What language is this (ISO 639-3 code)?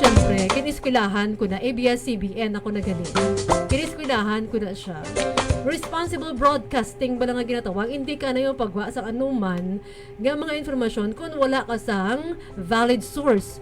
hil